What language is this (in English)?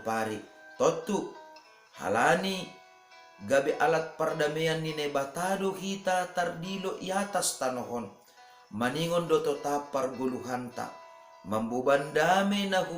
Batak Simalungun